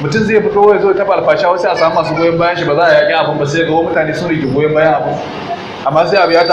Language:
Hausa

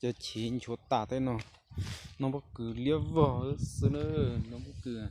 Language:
Hmong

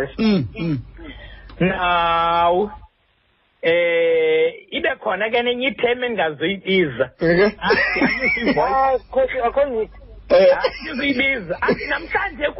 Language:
Xhosa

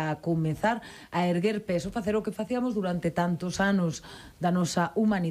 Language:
Galician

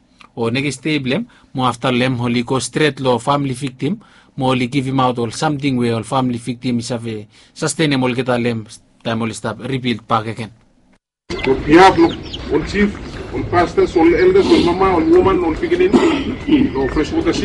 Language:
Bislama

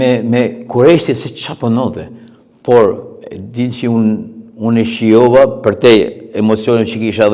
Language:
Albanian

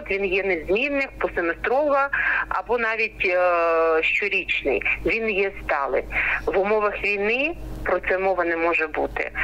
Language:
Ukrainian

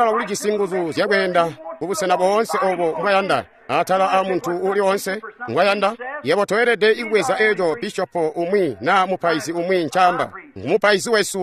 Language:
Tonga (Zambia)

